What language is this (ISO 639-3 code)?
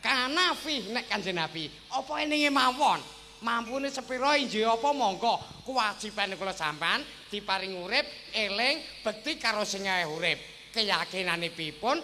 jav